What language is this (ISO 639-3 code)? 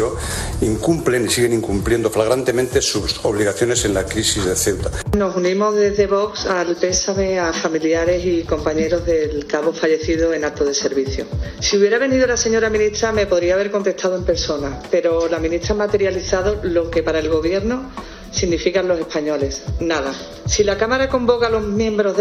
spa